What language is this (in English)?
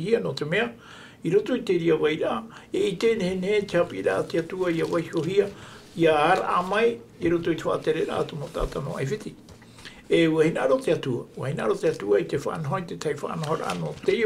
Tahitian